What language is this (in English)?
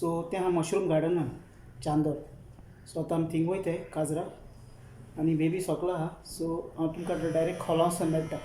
Konkani